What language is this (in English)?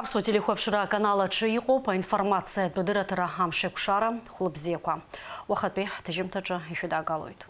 Abkhazian